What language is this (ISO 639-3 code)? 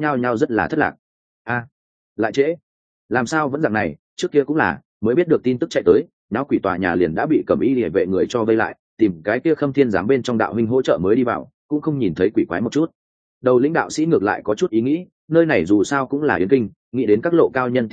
vie